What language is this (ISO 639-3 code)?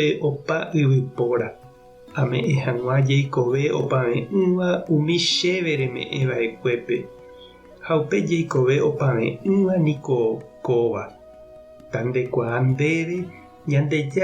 grn